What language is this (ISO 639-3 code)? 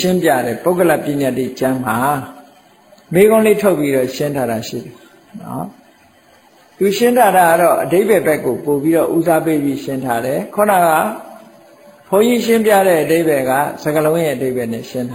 mya